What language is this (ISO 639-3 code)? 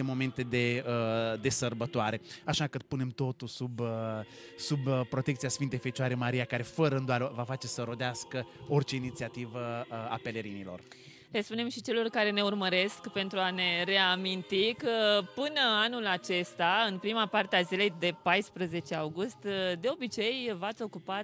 ron